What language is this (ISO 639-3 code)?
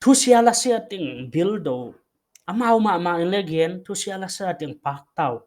pck